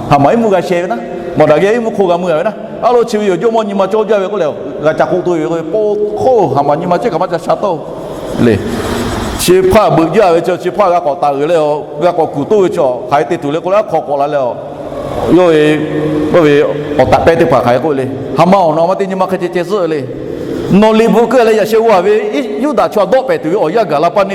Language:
Lahu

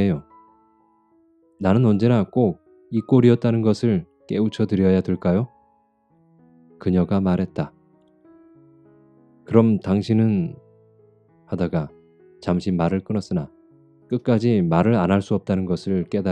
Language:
Korean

